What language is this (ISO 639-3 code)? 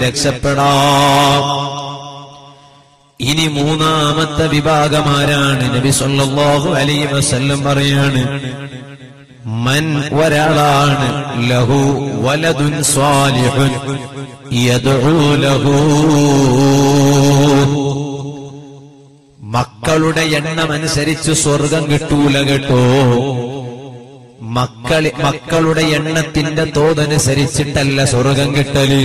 mal